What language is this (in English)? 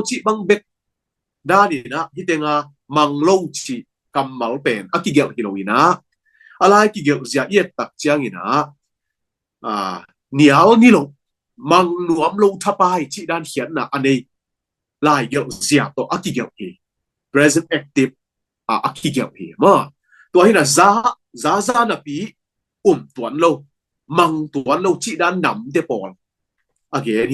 Tedim Chin